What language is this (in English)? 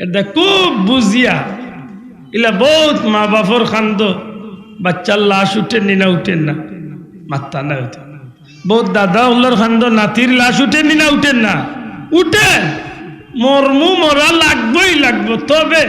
Sylheti